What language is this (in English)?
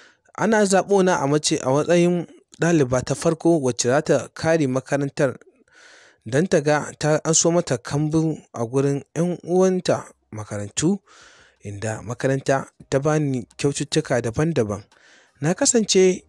Hausa